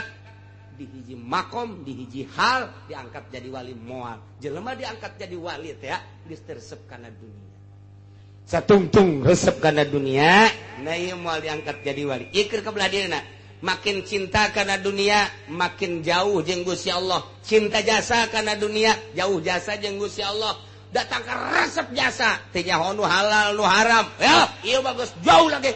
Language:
Sundanese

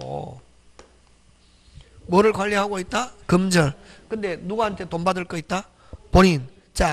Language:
Korean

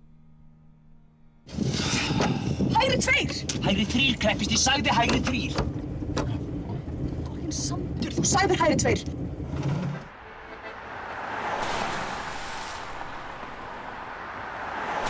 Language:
Icelandic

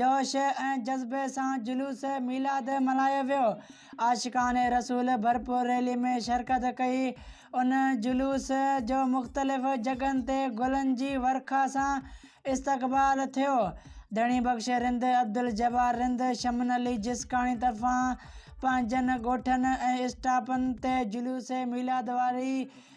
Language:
Sindhi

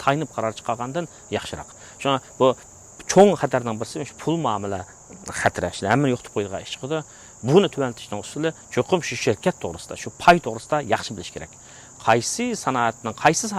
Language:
Uyghur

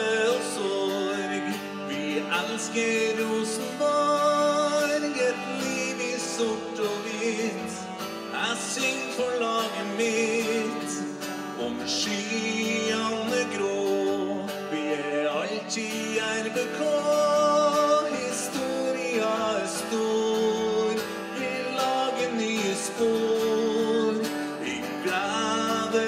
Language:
Norwegian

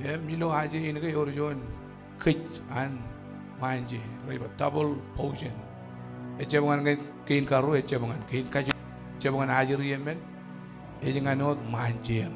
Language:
Marshallese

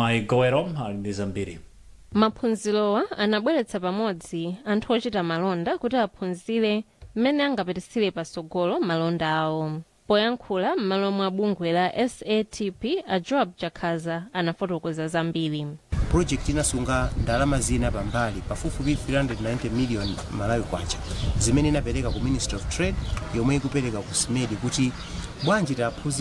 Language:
Nyanja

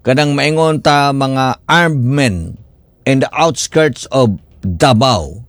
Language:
Cebuano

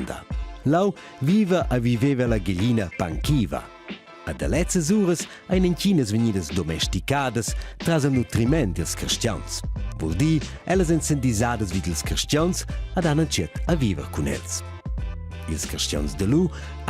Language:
Romansh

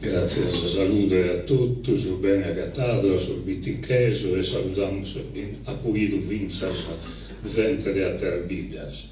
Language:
Sardinian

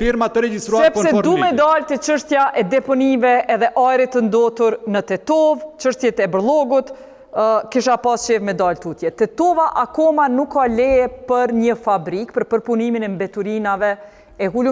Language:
Albanian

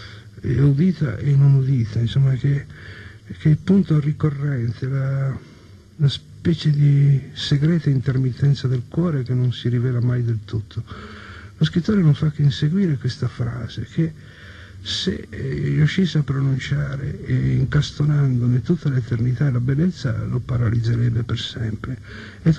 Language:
Italian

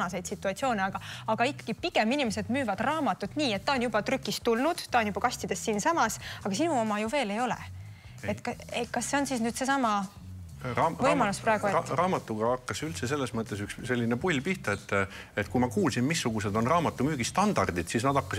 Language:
Estonian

